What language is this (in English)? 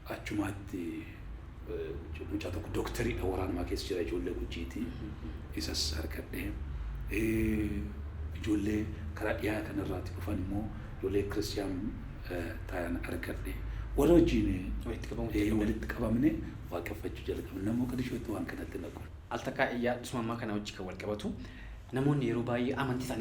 Oromo